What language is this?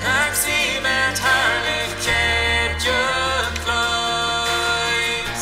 Plautdietsch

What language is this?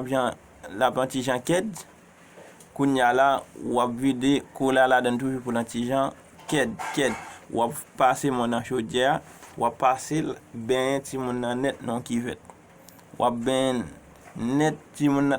Haitian Creole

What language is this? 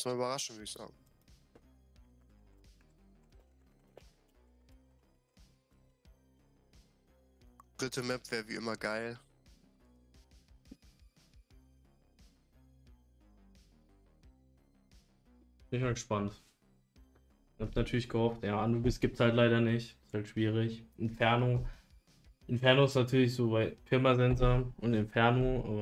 German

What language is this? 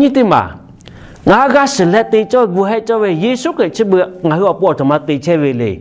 Lahu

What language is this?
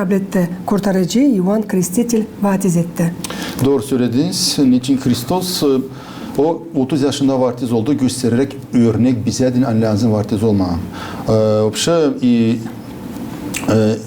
Gagauz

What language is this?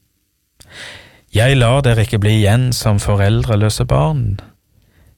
Norwegian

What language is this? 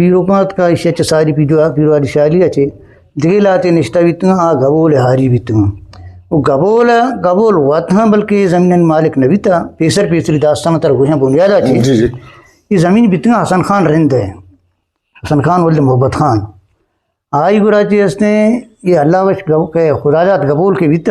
Eastern Balochi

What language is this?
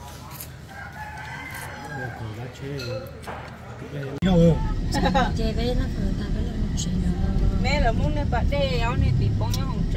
Vietnamese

